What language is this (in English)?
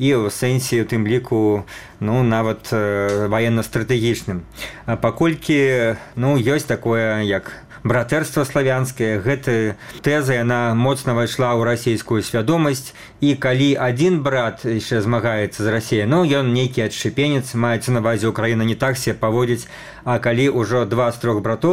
Belarusian